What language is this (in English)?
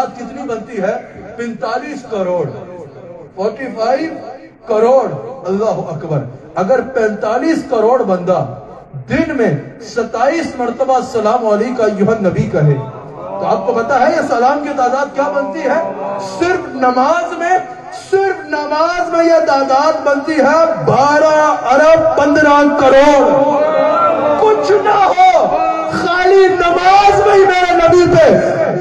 Urdu